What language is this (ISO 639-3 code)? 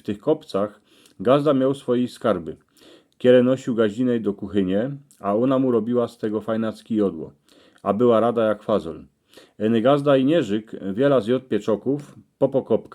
szl